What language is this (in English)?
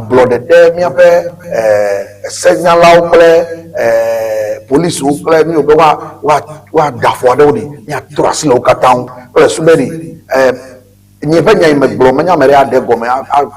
Ewe